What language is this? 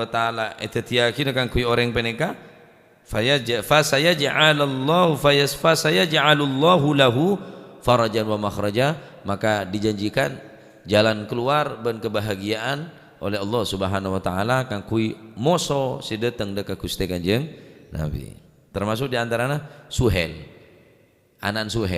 Madurese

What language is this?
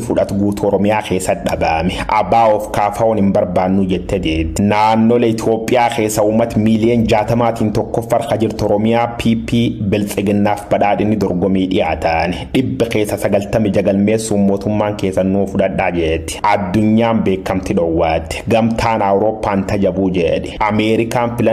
Oromo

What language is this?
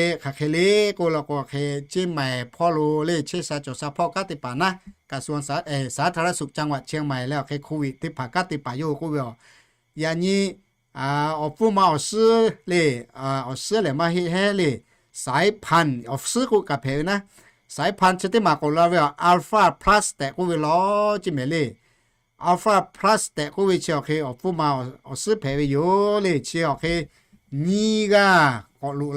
Lahu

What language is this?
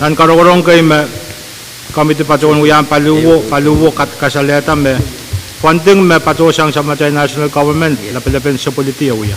Pohnpeian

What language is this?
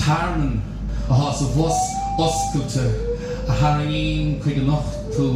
Irish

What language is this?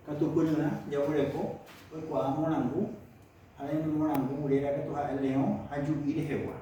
Guarani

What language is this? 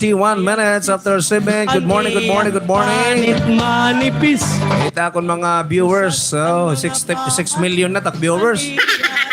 Waray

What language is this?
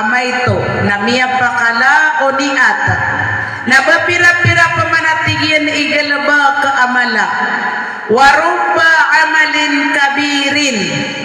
Maranao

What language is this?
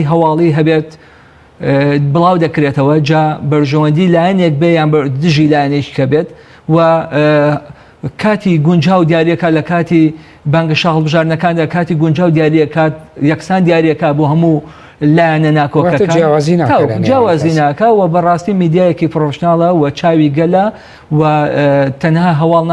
Central Kurdish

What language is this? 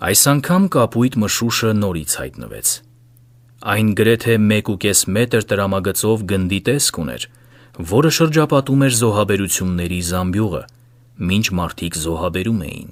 Armenian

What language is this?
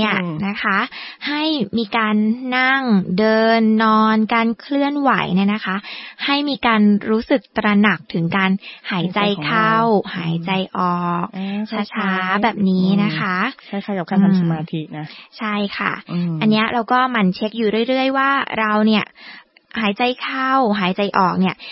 Thai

